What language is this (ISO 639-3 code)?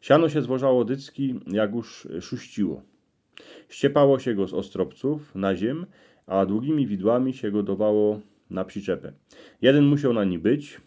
szl